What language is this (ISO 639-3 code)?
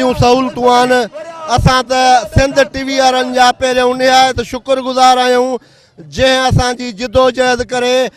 snd